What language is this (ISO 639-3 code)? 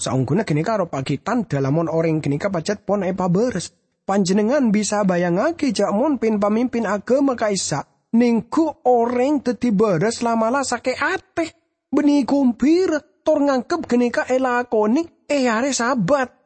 mad